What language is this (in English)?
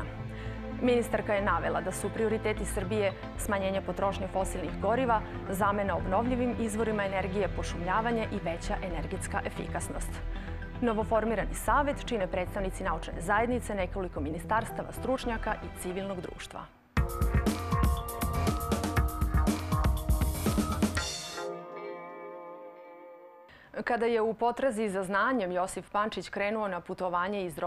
Serbian